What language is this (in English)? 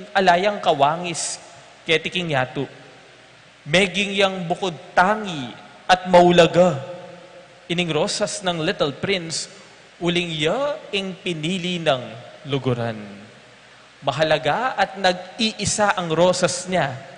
Pampanga